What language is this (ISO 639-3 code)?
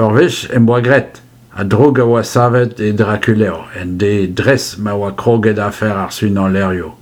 bre